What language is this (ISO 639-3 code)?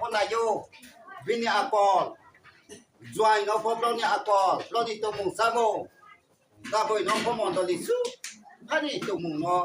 ria